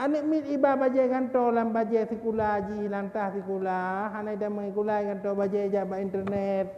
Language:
Achinese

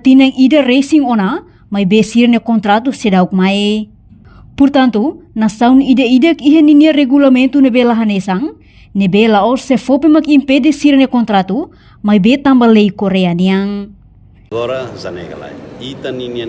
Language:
Tetum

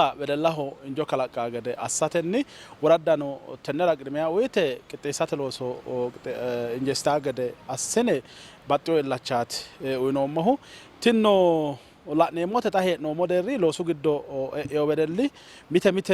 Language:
Sidamo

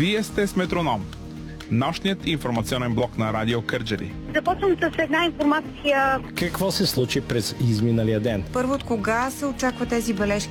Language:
Bulgarian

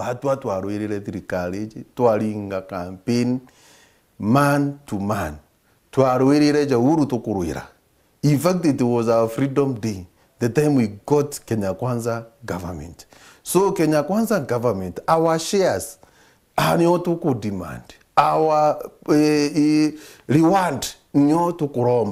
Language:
Meru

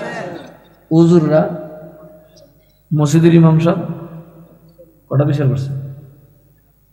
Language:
Bangla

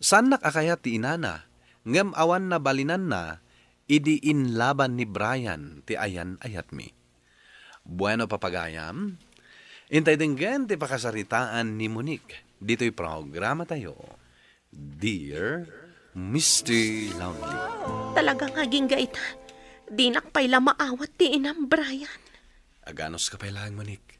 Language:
Iloko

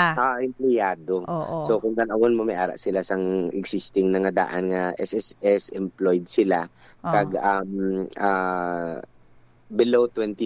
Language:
Hiligaynon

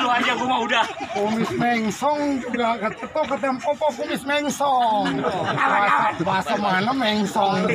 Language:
Betawi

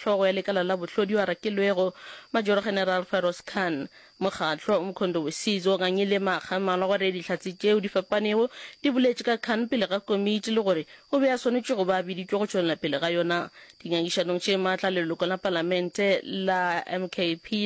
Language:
Northern Sotho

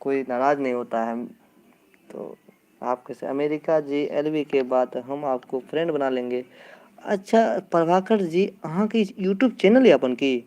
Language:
Maithili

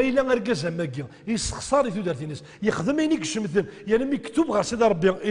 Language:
Kabyle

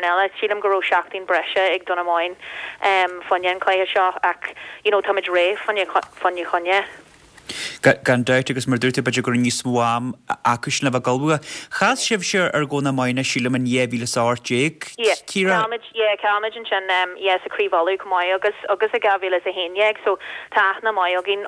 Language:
Irish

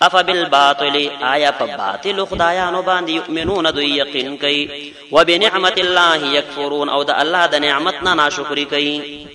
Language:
Pashto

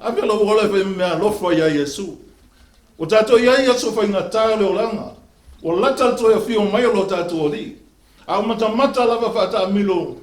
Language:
Samoan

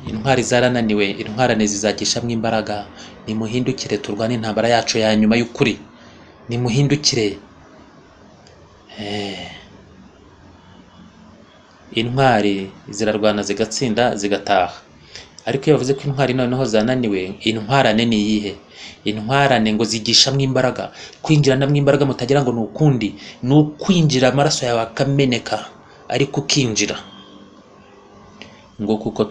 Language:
Kinyarwanda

